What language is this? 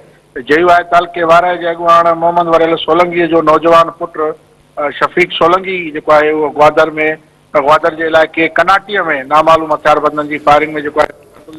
Sindhi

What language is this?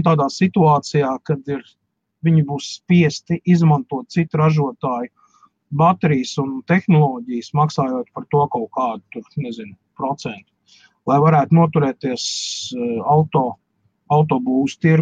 Latvian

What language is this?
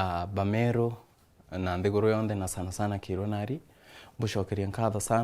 Meru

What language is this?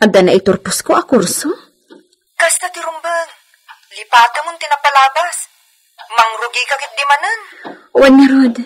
Iloko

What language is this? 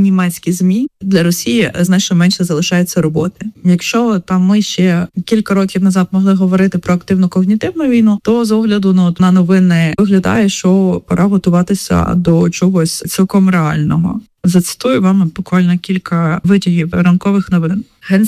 Ukrainian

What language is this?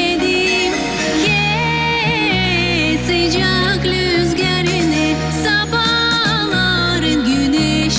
Gagauz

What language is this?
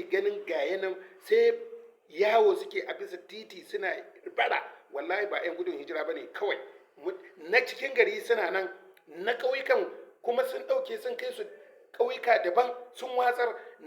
Hausa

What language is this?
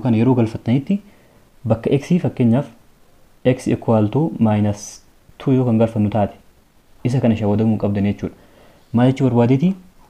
Oromo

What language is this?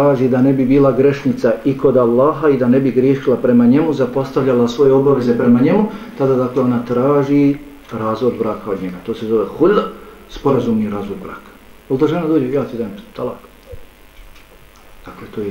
Bosnian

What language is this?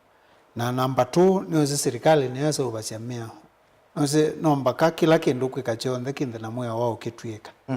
Kamba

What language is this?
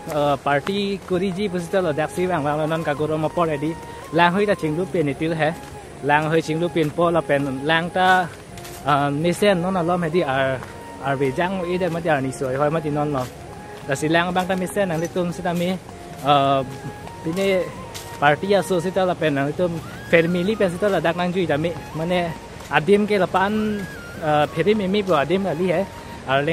Karbi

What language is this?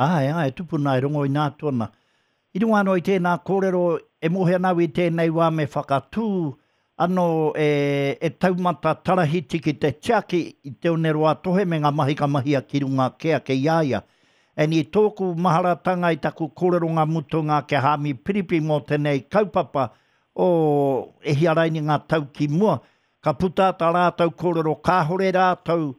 Māori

